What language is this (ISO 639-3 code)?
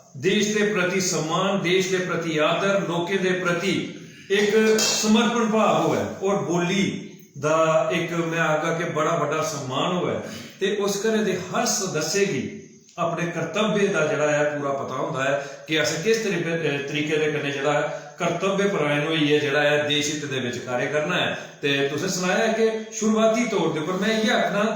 doi